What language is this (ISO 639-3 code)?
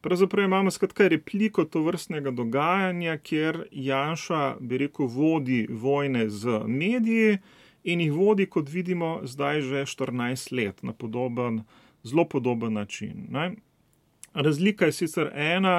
slv